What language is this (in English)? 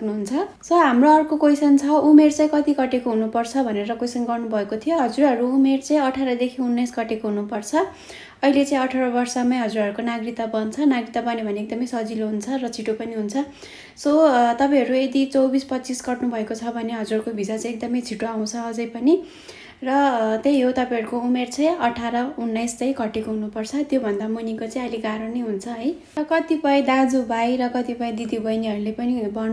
Nepali